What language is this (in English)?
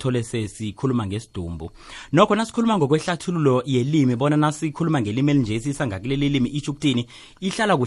South Ndebele